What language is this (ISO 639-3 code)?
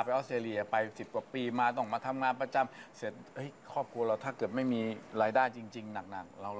tha